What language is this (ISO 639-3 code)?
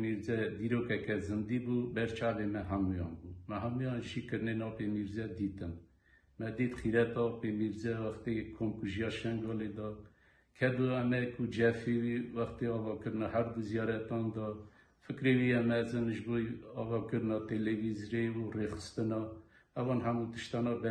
kur